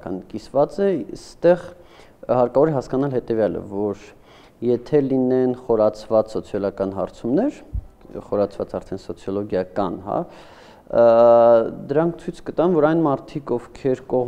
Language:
Armenian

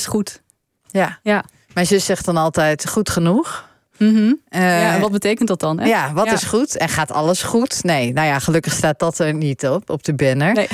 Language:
Dutch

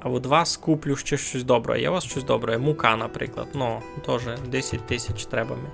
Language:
Rusyn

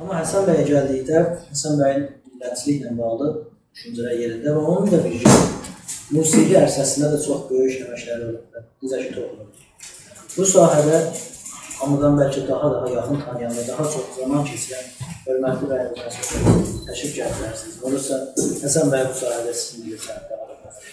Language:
South Azerbaijani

